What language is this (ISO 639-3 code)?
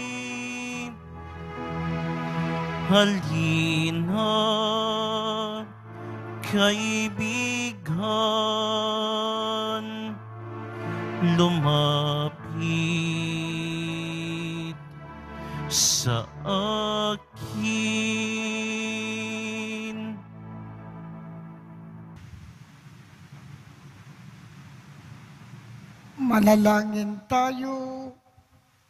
fil